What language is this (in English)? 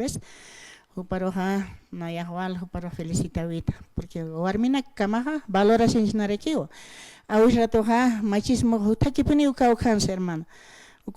Aymara